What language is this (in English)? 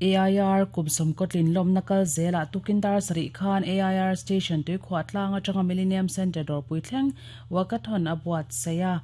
Mizo